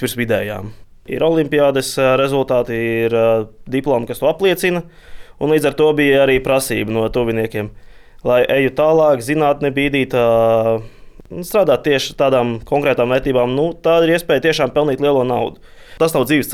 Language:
Latvian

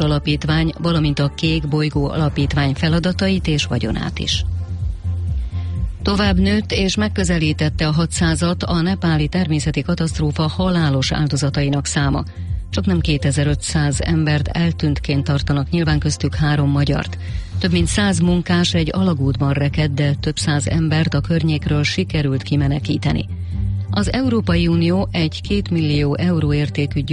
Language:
Hungarian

